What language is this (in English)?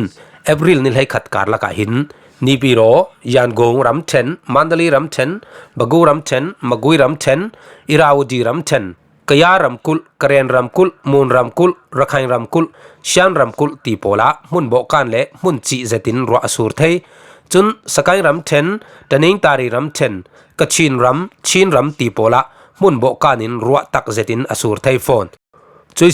Falam Chin